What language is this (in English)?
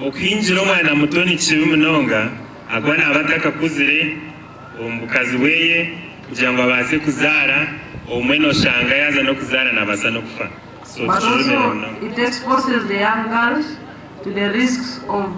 Nyankole